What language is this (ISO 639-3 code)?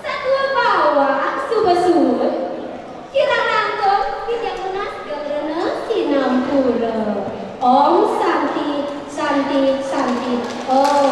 ban